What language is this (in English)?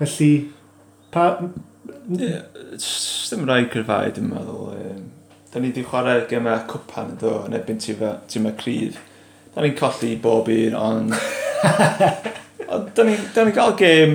Welsh